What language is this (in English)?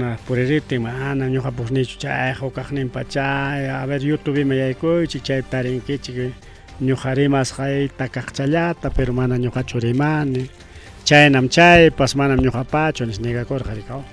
Ayacucho Quechua